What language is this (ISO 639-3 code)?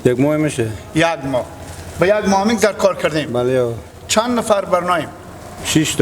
haz